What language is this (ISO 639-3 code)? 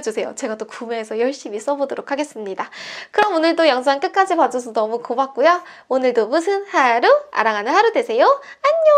kor